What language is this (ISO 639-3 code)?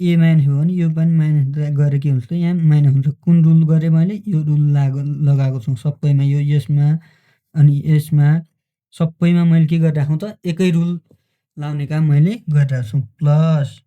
nep